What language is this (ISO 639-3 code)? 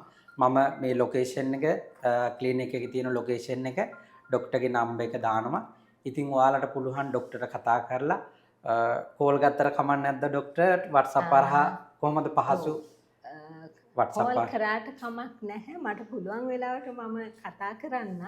sin